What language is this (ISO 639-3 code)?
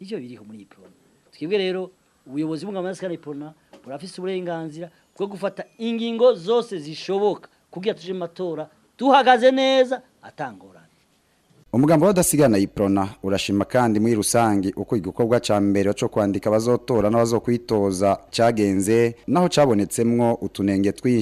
run